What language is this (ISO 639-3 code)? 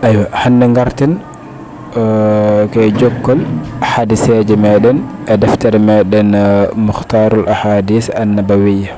ful